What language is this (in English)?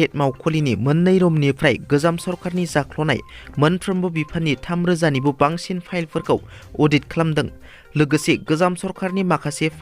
Bodo